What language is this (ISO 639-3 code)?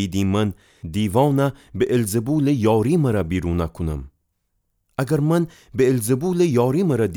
glk